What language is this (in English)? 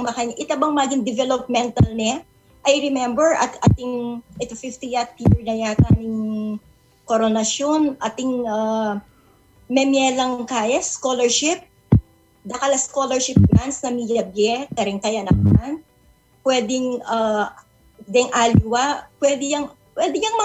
Pampanga